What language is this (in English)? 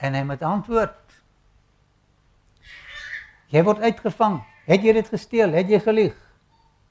Afrikaans